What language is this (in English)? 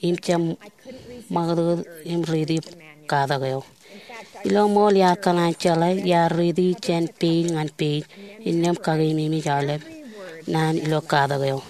Marshallese